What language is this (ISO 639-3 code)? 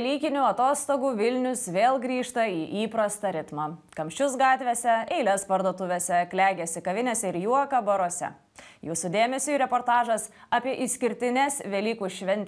lit